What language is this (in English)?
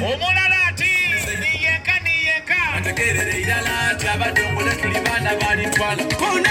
Soga